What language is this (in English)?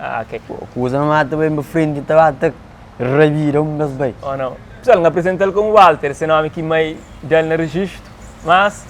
Kabuverdianu